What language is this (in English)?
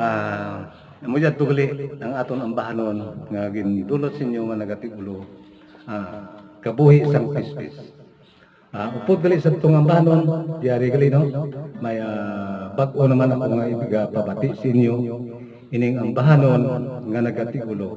Hiligaynon